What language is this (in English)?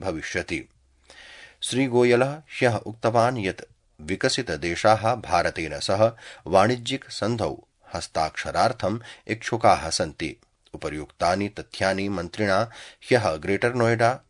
Sanskrit